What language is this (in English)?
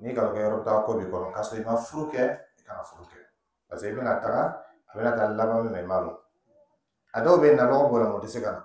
Dyula